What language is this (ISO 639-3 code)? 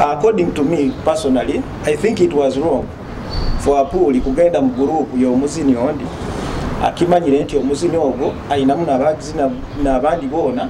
nyo